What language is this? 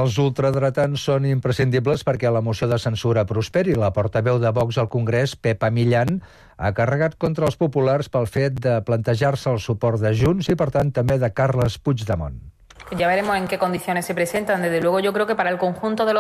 Catalan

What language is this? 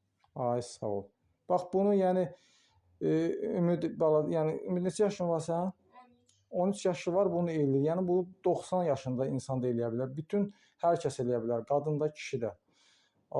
Azerbaijani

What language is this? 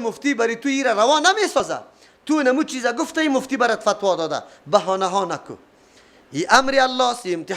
Persian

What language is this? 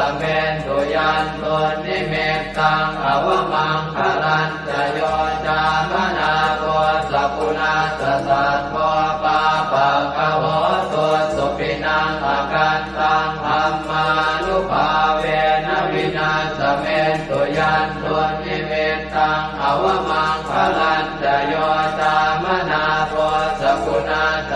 Pali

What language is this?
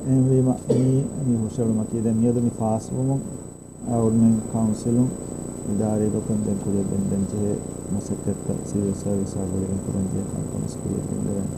Divehi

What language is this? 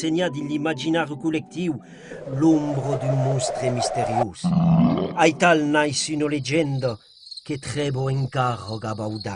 Occitan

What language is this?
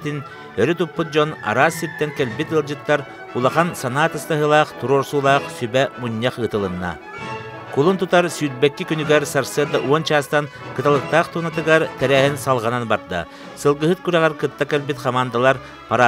Yakut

